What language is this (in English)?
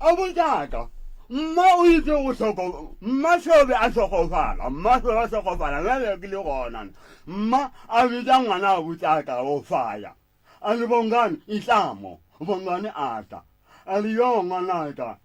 Northern Sotho